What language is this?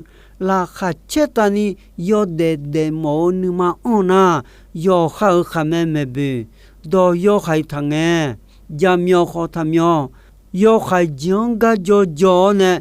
Akha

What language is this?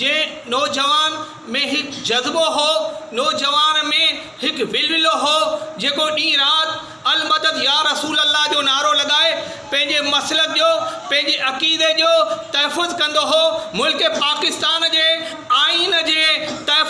Sindhi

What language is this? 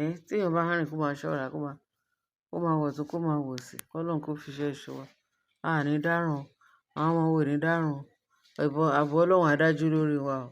Yoruba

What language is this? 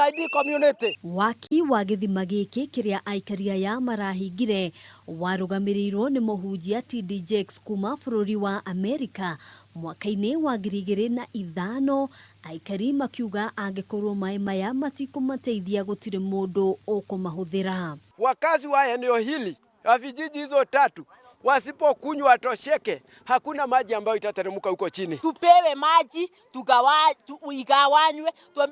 Kikuyu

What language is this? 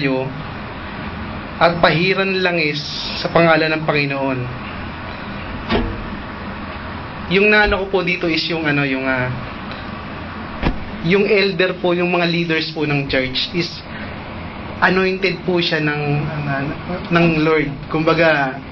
Filipino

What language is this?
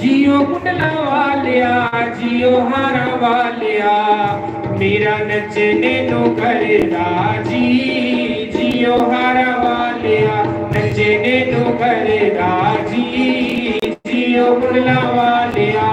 Dogri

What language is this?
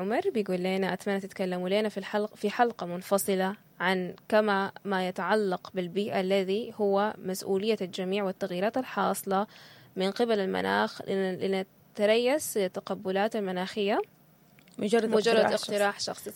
Sudanese Arabic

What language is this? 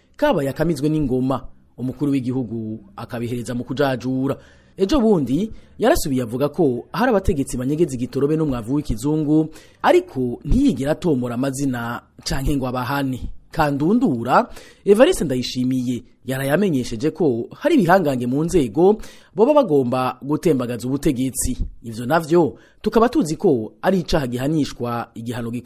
Rundi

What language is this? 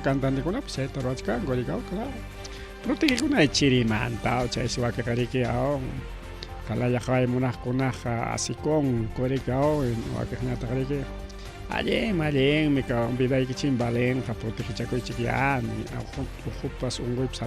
Ayacucho Quechua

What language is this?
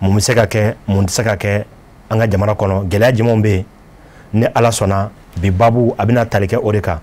Bambara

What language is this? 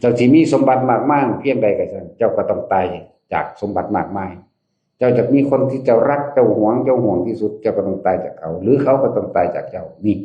Northeastern Thai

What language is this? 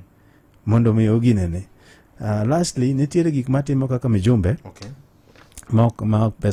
Luo (Kenya and Tanzania)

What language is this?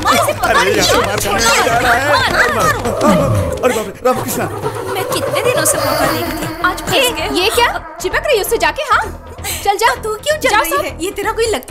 Hindi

